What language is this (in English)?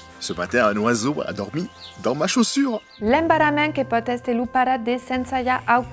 Occitan